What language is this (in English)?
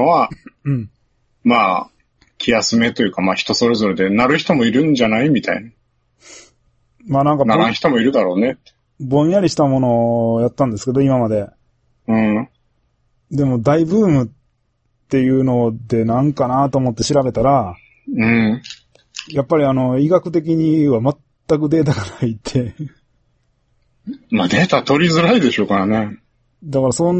Japanese